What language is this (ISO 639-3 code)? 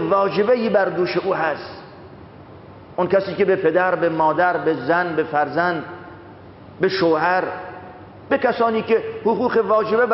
fas